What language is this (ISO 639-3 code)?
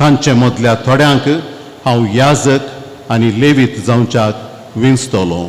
kok